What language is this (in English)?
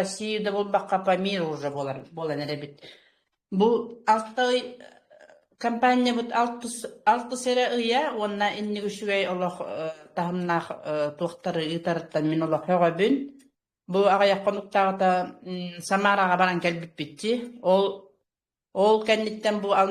Yakut